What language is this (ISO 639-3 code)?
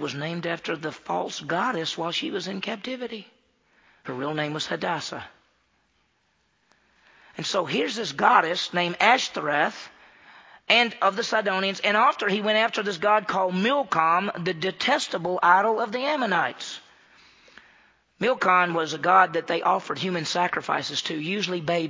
eng